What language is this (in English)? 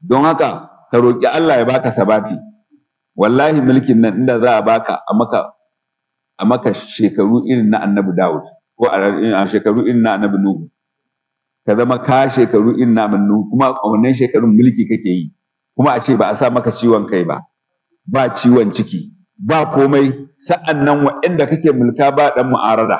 Hausa